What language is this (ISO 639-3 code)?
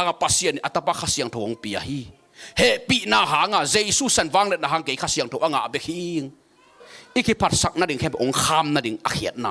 ctd